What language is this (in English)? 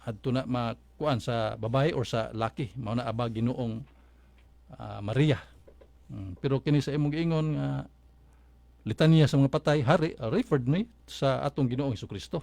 Cebuano